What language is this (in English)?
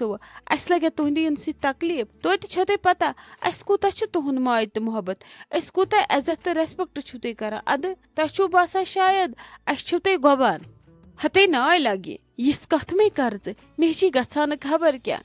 Kashmiri